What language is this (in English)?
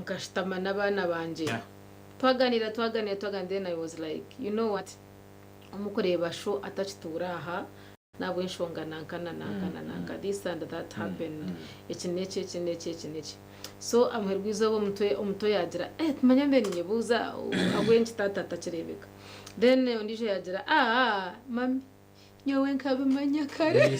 Nyankole